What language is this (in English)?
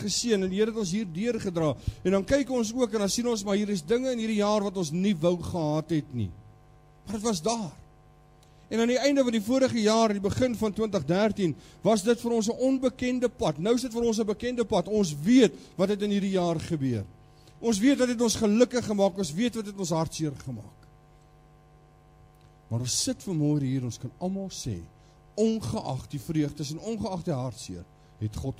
Afrikaans